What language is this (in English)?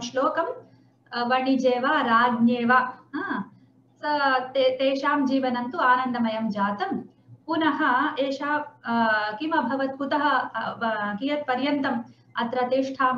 Sanskrit